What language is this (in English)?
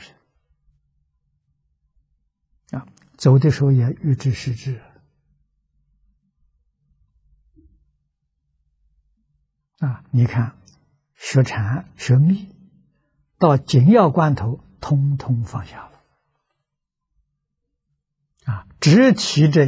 Chinese